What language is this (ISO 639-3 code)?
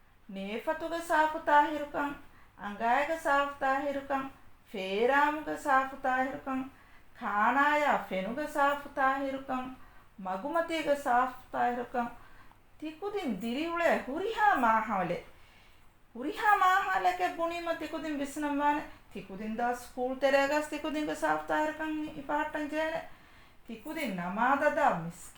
div